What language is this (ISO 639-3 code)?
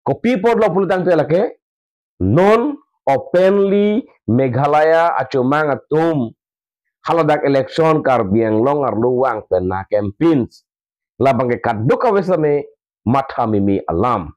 mjw